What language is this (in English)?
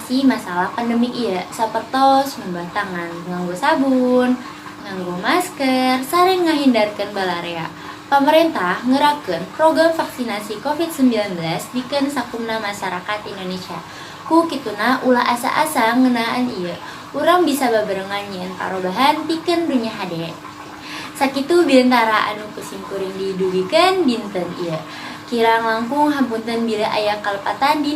Sundanese